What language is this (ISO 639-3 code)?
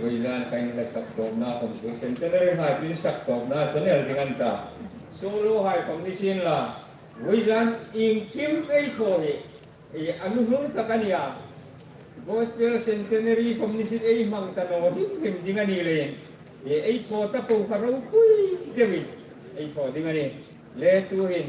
hmr